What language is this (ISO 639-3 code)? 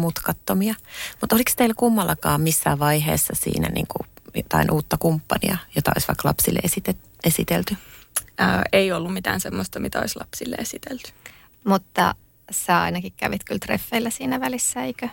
fin